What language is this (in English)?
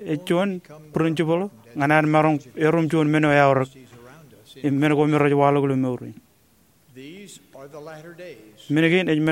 Marshallese